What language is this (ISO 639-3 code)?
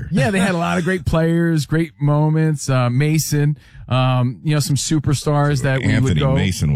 eng